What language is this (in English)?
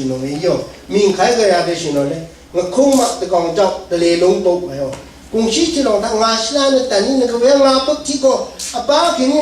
Rawang